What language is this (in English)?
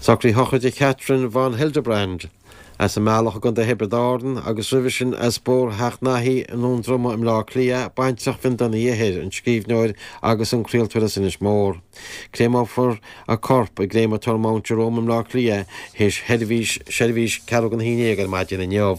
Irish